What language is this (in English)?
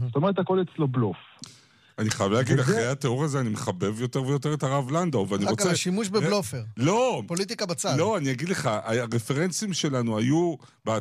Hebrew